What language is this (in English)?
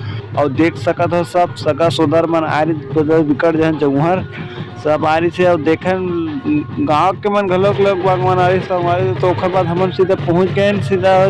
Chhattisgarhi